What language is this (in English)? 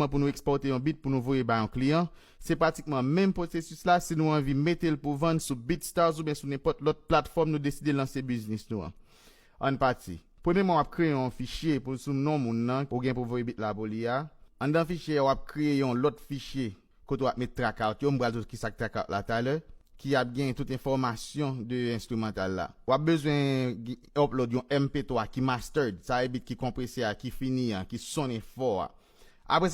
Haitian Creole